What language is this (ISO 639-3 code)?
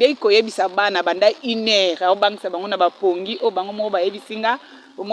lin